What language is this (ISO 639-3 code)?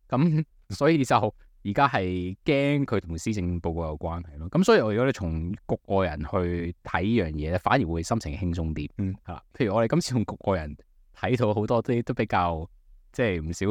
yue